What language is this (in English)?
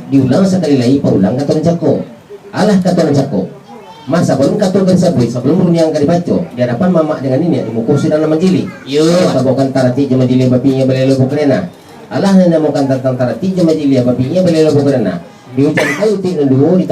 Minangkabau